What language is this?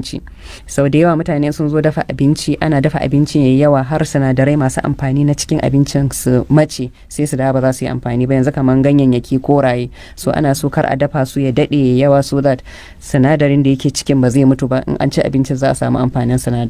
Hausa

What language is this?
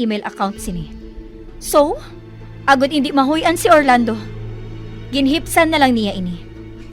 Hiligaynon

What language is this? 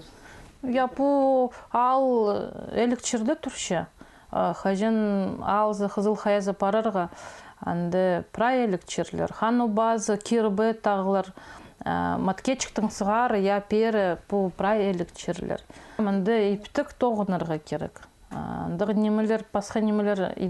Khakas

